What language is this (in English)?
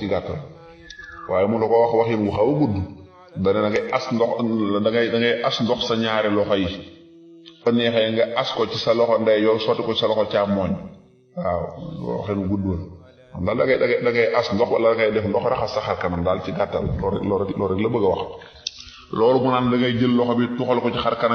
Wolof